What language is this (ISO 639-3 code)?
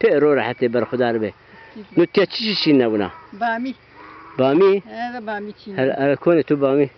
zza